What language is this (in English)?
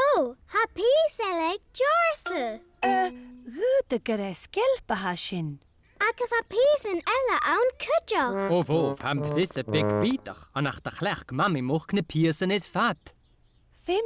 Scottish Gaelic